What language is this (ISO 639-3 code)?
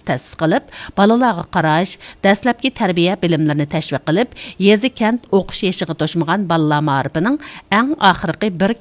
uig